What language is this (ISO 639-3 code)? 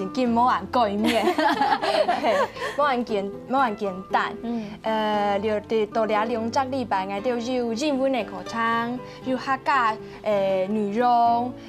hak